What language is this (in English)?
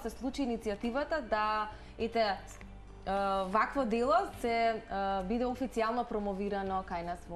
Macedonian